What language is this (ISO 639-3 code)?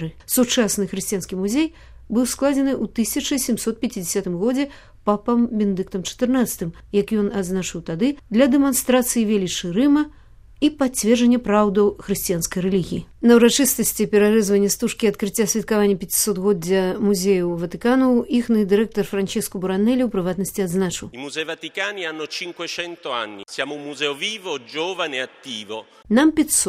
bel